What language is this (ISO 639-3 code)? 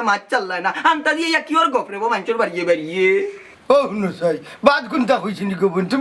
syl